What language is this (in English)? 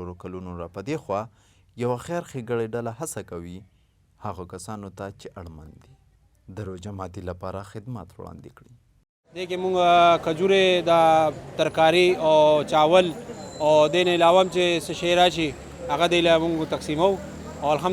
Pashto